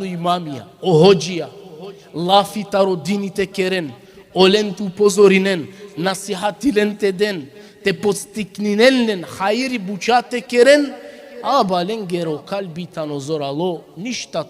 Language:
Balkan Romani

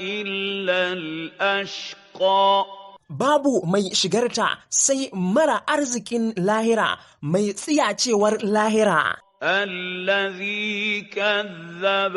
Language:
Hausa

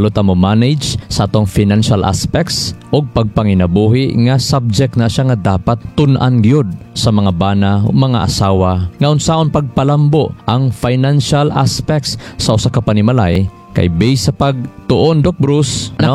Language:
Cebuano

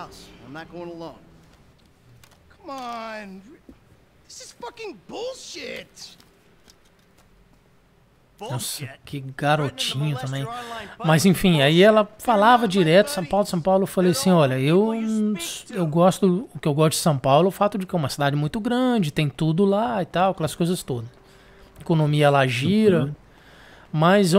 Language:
Portuguese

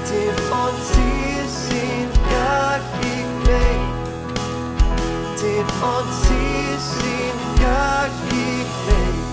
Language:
Welsh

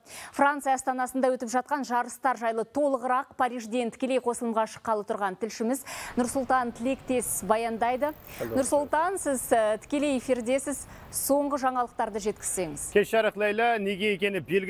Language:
Kazakh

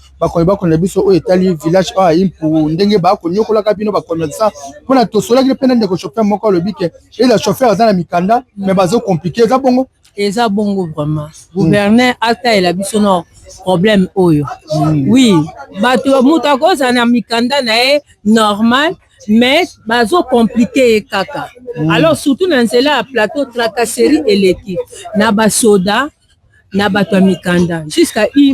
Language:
Lingala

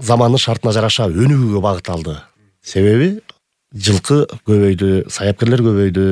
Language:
Kyrgyz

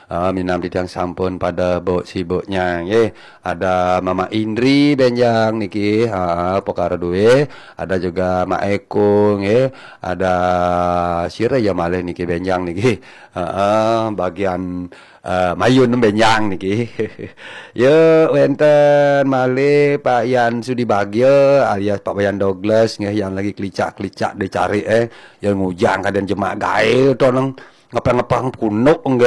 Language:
Balinese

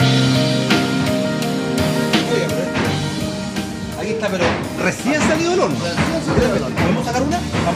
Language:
Spanish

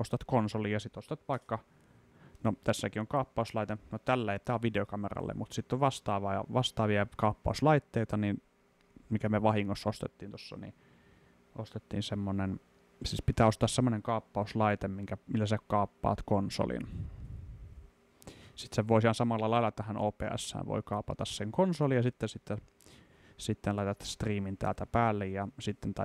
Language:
Finnish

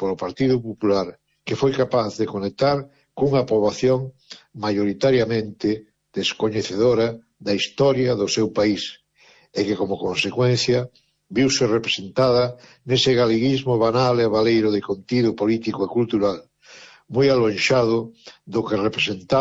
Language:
Galician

